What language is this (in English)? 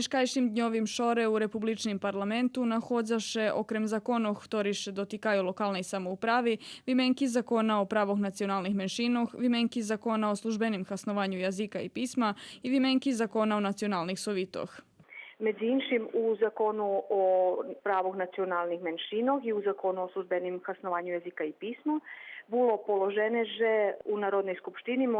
Rusyn